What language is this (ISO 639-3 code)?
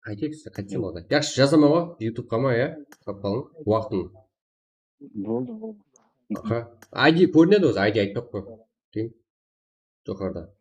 kaa